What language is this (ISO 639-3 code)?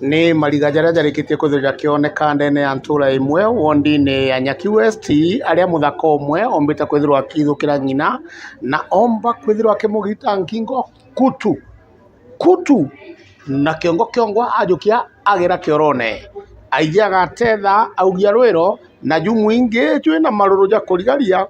mer